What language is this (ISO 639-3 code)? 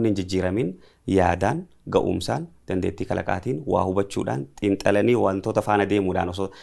orm